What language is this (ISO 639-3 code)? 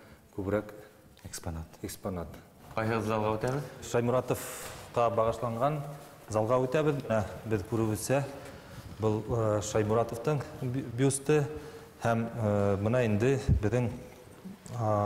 bak